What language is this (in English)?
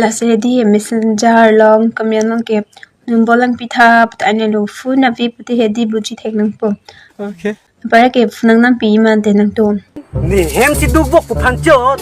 Karbi